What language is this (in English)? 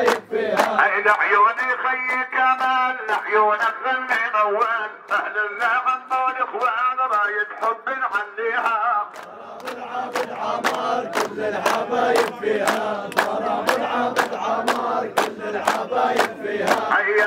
South Levantine Arabic